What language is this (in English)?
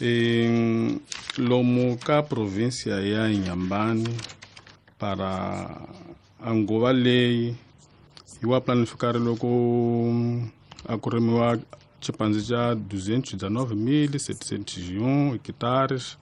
Tsonga